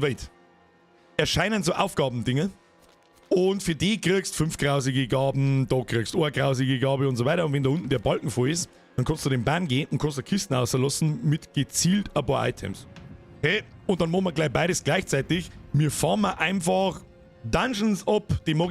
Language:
Bavarian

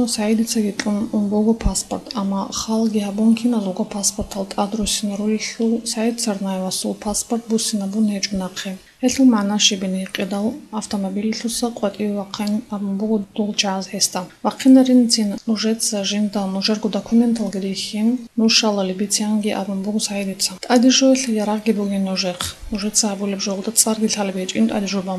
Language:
Avaric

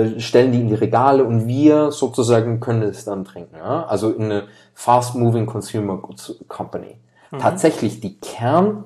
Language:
German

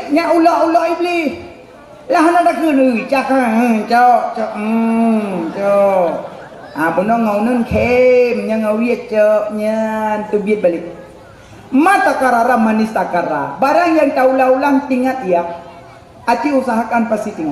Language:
Achinese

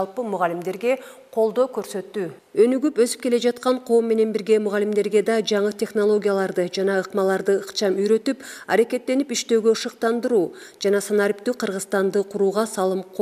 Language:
Kyrgyz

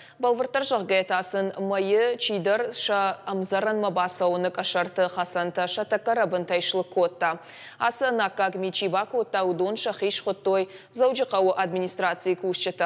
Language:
Ossetic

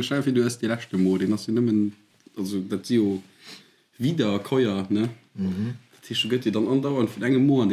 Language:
Luxembourgish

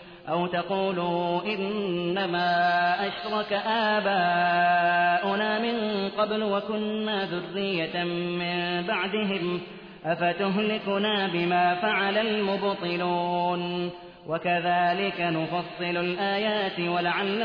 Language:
Arabic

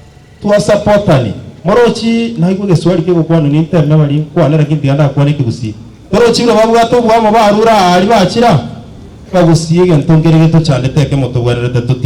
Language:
Gusii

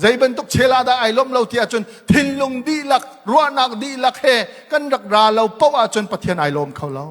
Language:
Hakha Chin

